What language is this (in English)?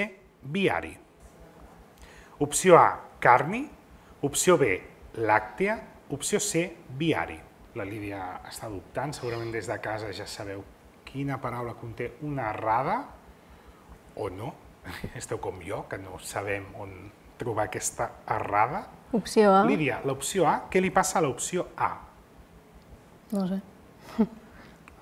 Catalan